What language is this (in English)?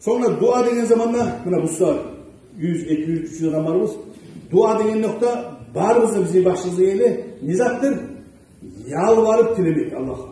Kumyk